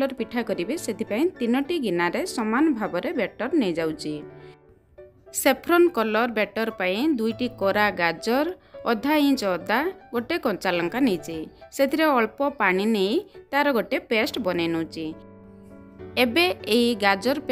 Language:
Odia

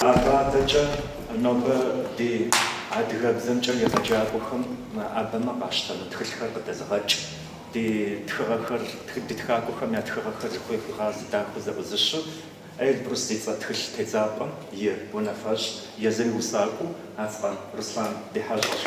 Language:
Kabardian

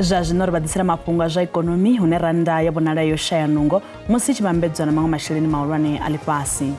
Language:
Venda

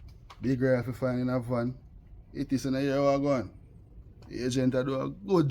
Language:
Jamaican Creole English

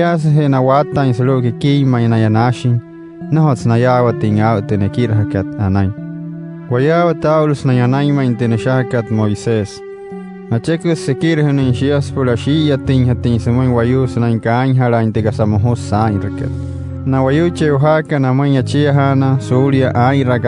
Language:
Wayuu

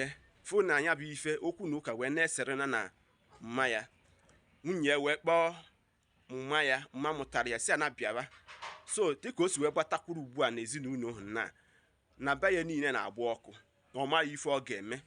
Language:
Igbo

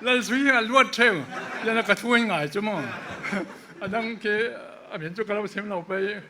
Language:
Falam Chin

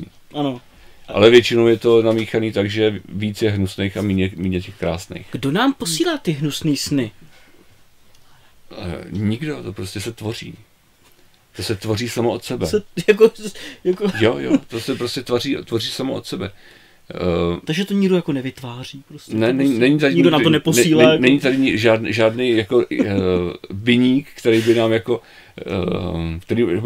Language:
Czech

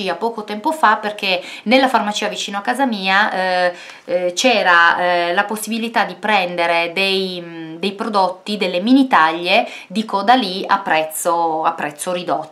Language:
Italian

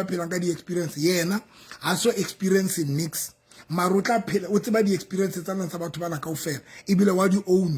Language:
Southern Sotho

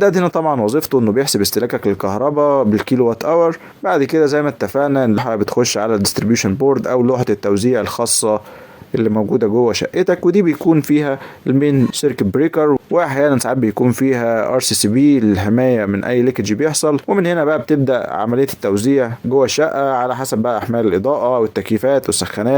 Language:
Egyptian Arabic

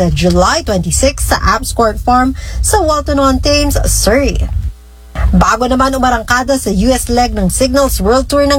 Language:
Filipino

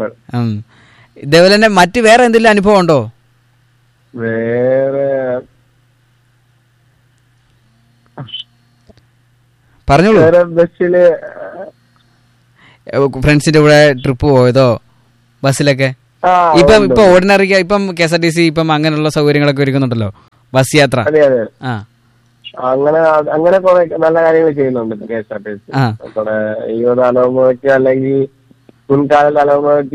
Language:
Malayalam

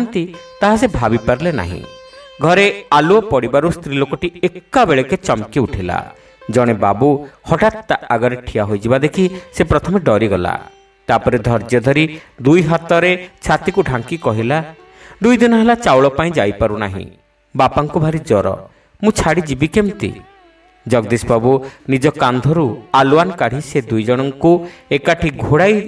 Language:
Odia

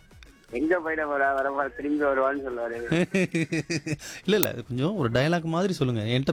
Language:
Tamil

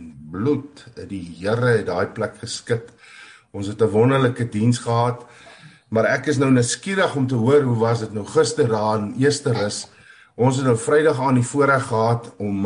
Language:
Afrikaans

